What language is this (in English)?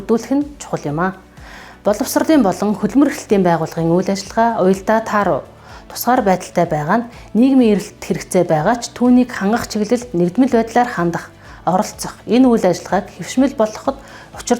Mongolian